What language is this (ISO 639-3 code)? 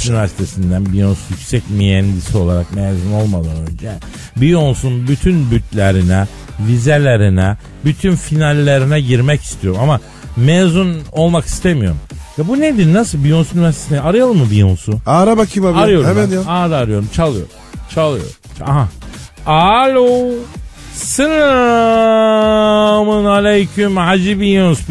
tur